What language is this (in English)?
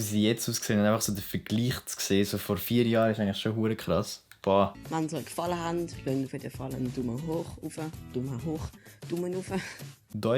Swiss German